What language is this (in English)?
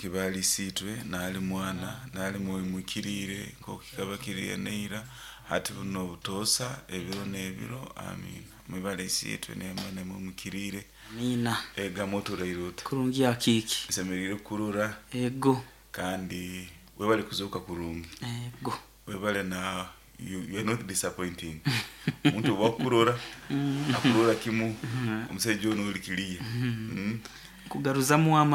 Nyoro